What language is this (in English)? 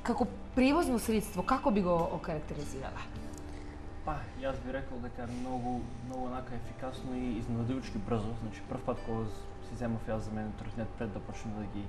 Macedonian